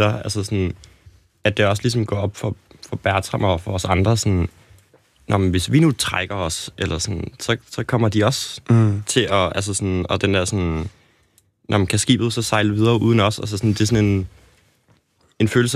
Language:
Danish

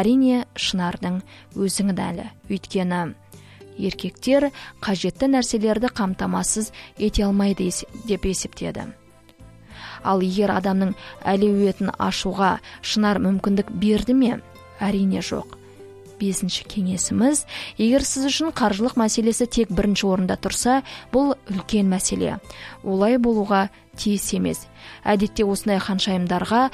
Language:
Kazakh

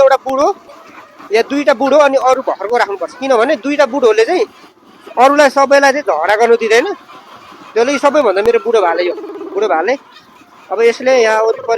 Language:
Nepali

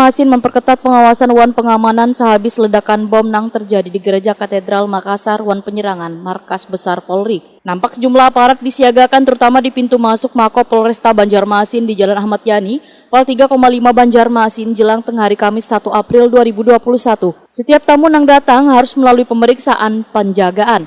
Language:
Banjar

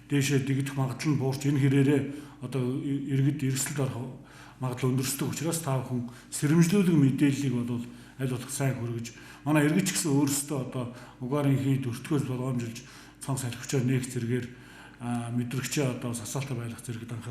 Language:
Mongolian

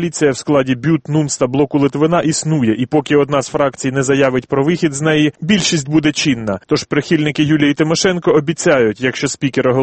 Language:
Ukrainian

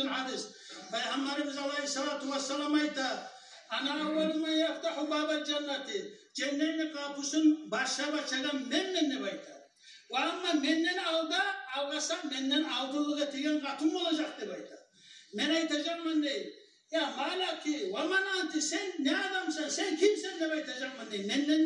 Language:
Kumyk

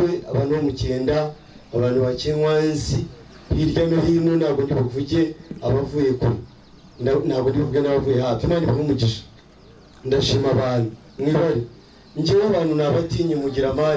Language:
Kinyarwanda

